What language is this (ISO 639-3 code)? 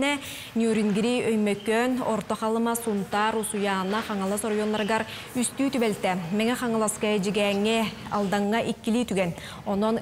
sah